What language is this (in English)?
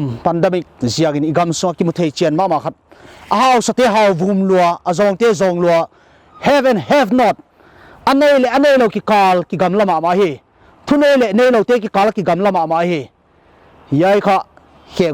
Paite Chin